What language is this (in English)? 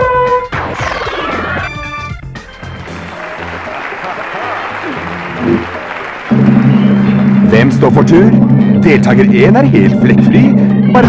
Norwegian